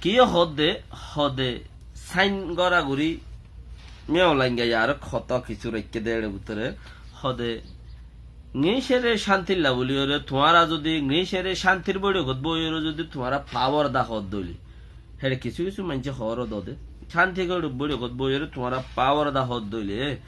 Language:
Rohingya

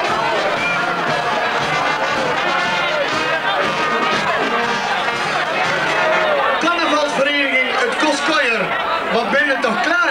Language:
Dutch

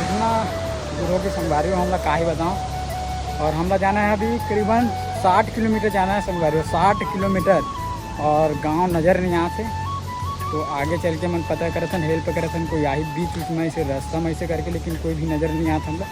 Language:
Chhattisgarhi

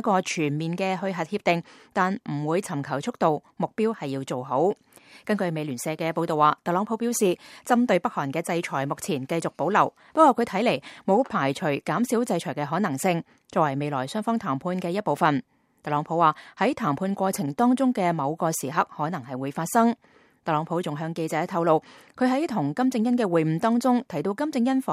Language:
Cantonese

